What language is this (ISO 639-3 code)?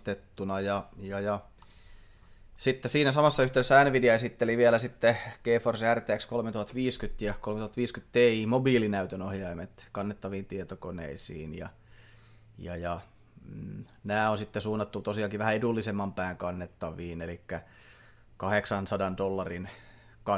fin